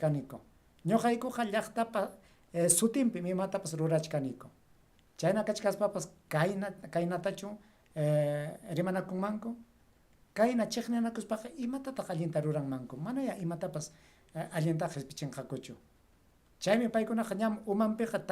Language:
Ayacucho Quechua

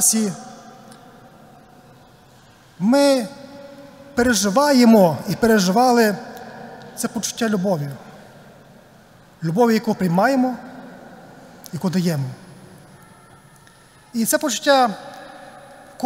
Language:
Ukrainian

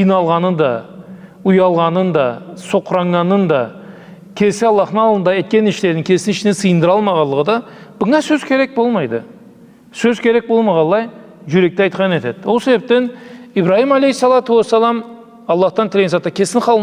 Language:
Karachay-Balkar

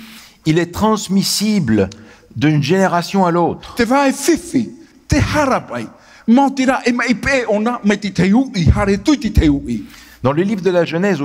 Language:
Tahitian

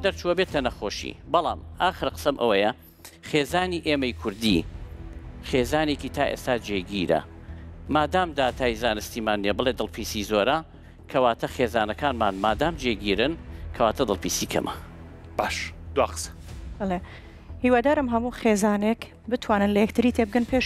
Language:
Central Kurdish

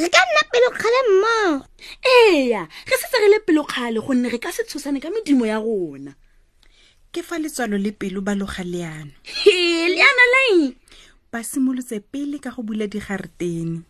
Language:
Tswana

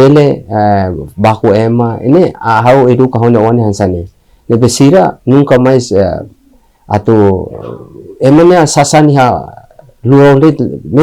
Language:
Tetum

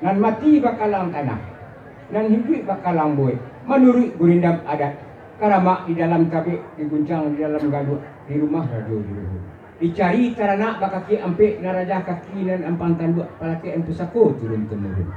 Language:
Minangkabau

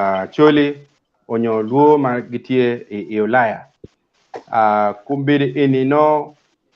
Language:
Acoli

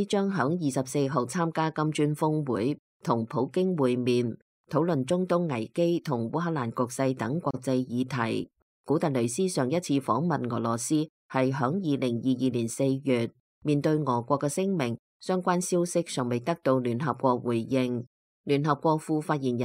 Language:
Cantonese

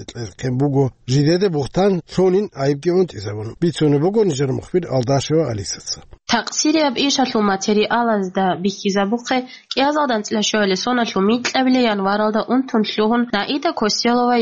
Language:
Avaric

